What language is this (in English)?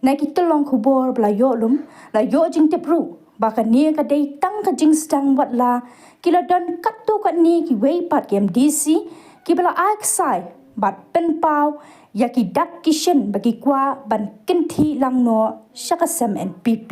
Khasi